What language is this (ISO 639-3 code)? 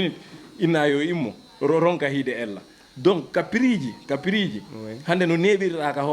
ful